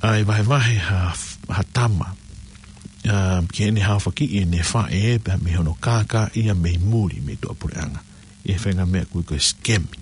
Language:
Tongan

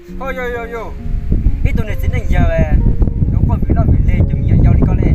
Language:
Hmong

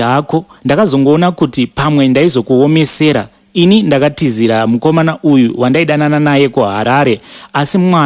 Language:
Shona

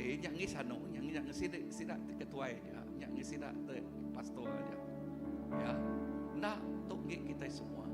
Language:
Iban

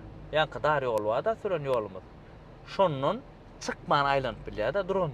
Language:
Turkmen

